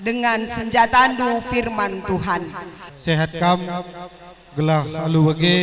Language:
Batak Karo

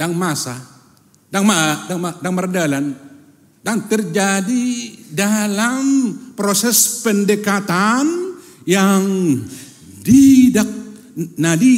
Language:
Batak Toba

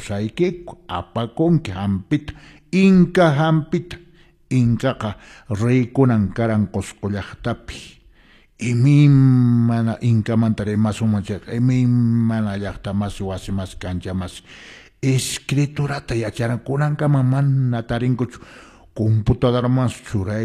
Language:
Quechua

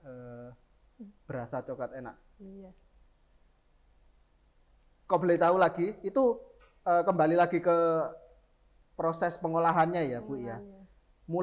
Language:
Indonesian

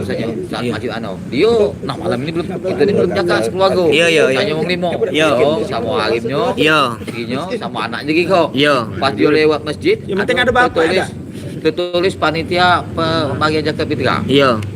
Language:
Musi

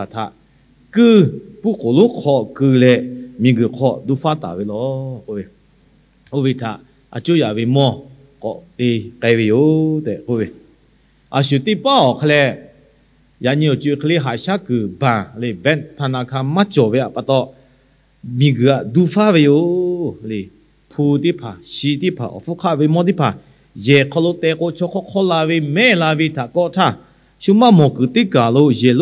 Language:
Lahu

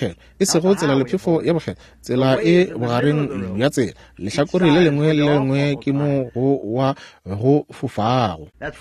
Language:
Northern Sotho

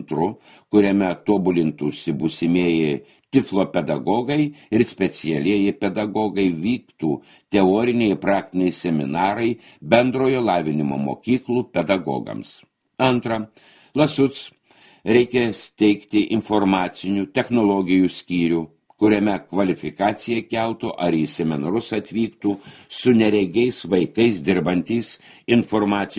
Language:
Lithuanian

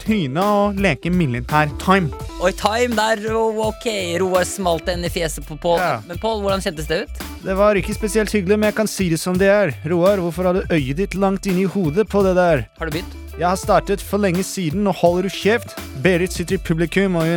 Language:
Norwegian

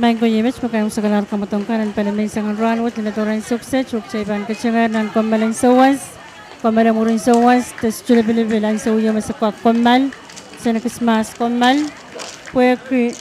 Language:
Pohnpeian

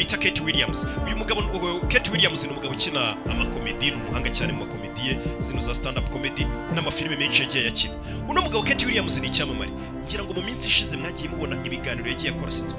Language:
Kinyarwanda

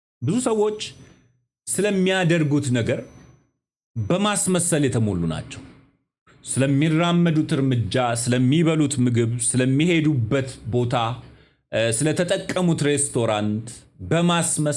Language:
Amharic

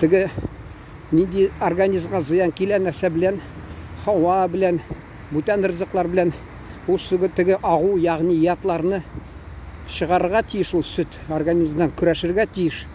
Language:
Tatar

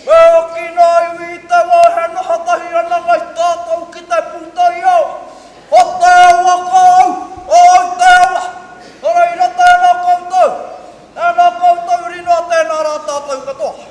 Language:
Māori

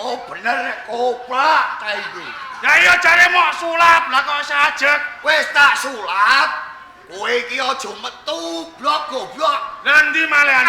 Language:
Javanese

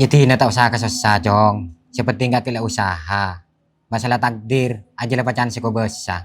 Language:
Madurese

